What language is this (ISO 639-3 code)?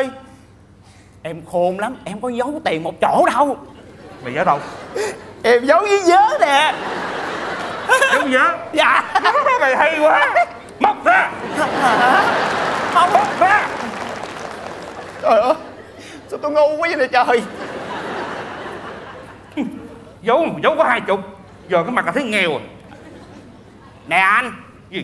vie